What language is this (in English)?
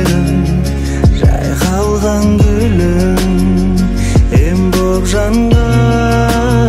Kazakh